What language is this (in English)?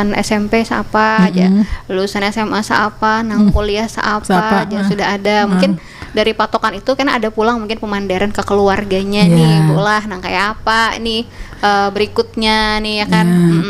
Banjar